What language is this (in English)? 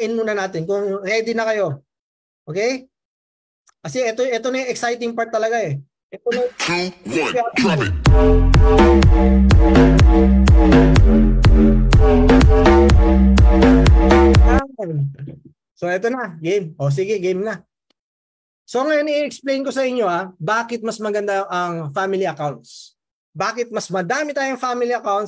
Filipino